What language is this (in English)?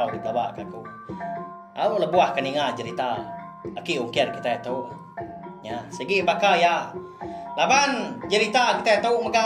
Iban